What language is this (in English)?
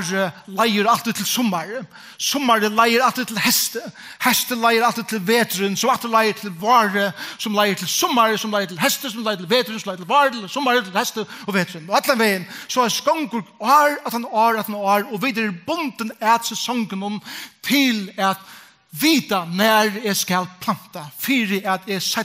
Faroese